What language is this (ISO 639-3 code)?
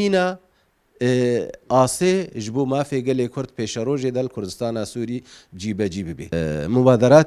kur